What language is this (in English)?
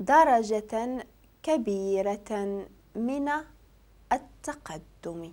Moroccan Arabic